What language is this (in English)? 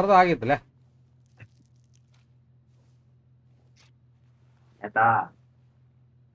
Kannada